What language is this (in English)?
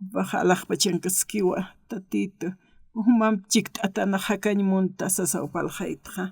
Aymara